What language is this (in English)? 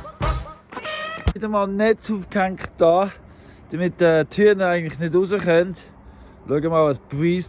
Swiss German